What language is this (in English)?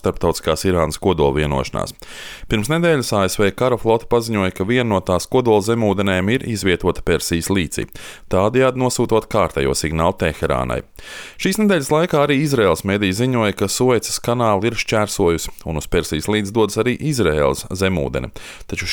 Latvian